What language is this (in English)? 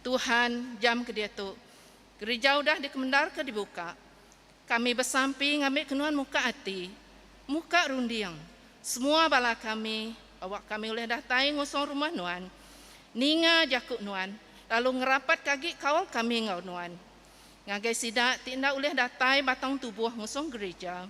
Iban